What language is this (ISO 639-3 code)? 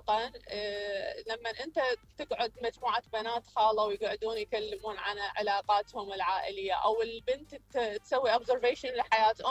acm